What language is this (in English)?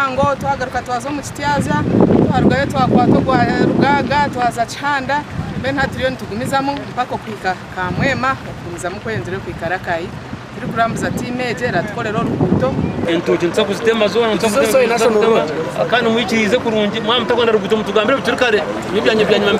Nyankole